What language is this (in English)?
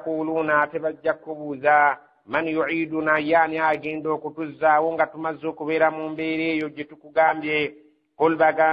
Ganda